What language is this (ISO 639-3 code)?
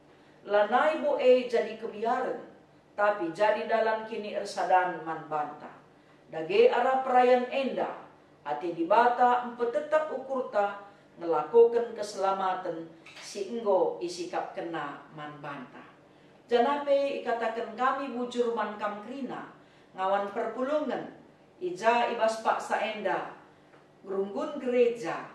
btx